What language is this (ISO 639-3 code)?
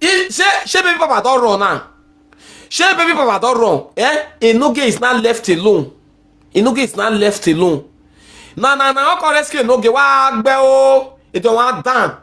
pcm